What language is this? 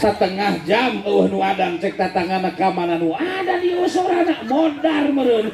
Sundanese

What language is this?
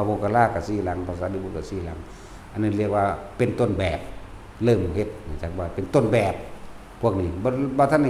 Northeastern Thai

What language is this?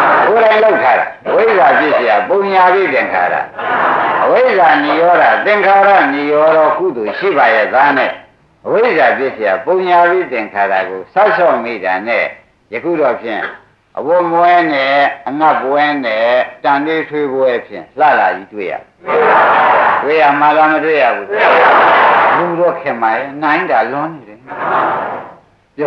Burmese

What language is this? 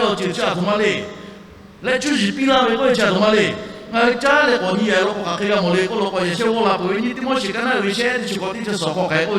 Lahu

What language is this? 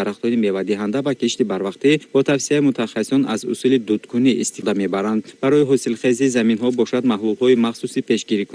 Tajik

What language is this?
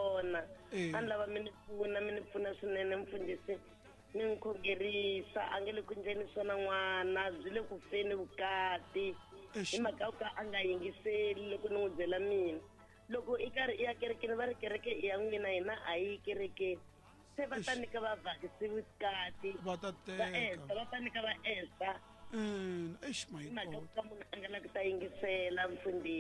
Tsonga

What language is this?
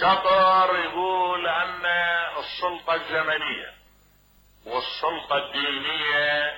Mesopotamian Arabic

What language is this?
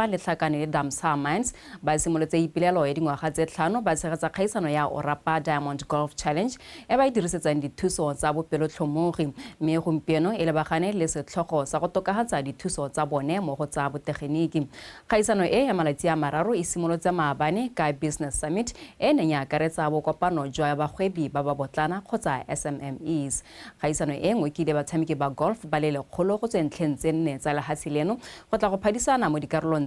Tswana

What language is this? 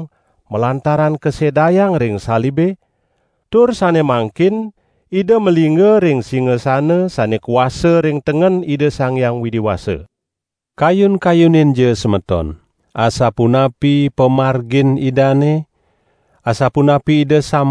Balinese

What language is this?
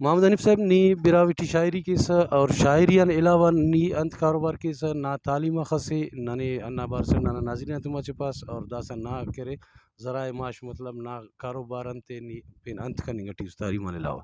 Brahui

